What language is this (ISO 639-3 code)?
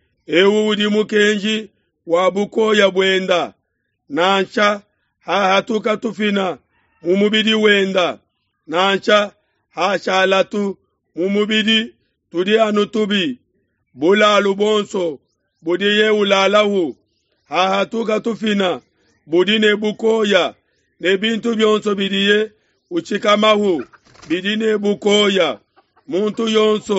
lua